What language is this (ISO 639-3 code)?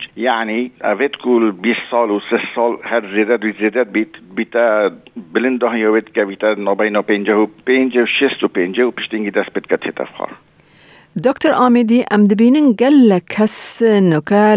kur